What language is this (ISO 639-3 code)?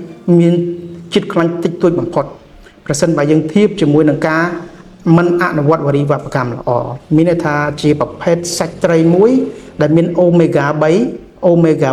khm